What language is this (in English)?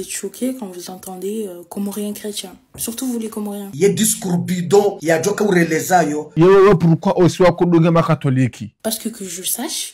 Ngazidja Comorian